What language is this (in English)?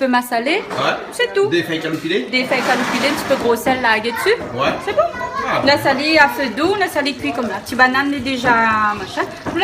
Réunion Creole French